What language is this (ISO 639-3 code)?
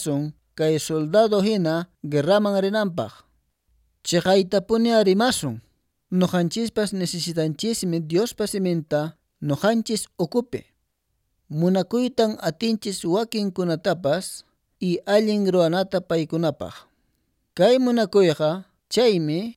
que